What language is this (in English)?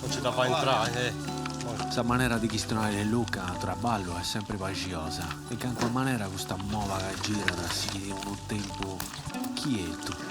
Sardinian